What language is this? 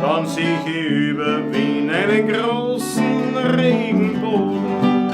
Bavarian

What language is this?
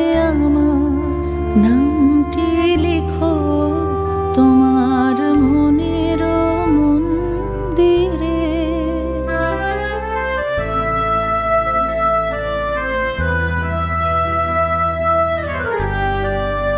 Bangla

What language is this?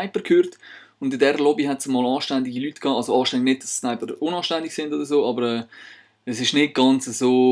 Swiss German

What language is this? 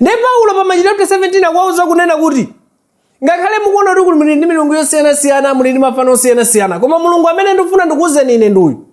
Nyanja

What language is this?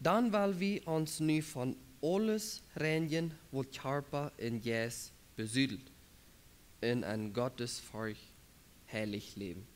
Plautdietsch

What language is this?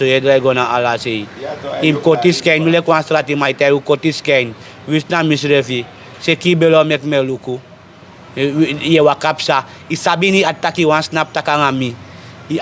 Sranan Tongo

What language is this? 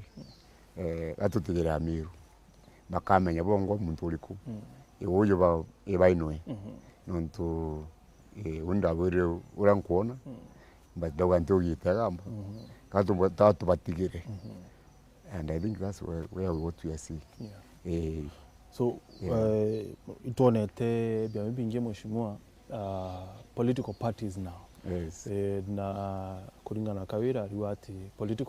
Meru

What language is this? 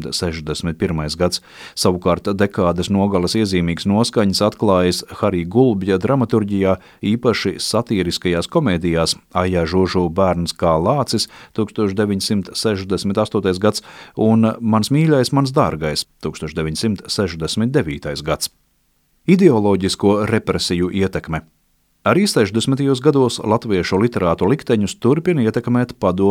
Latvian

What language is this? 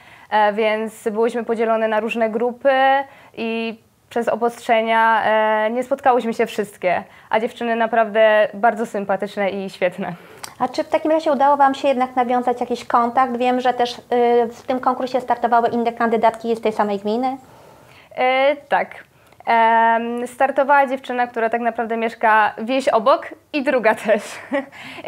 Polish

